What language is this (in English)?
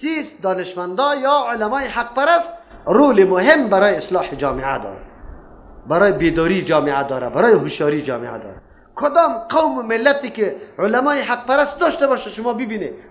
Persian